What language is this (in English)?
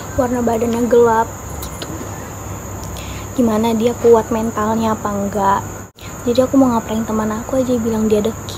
Indonesian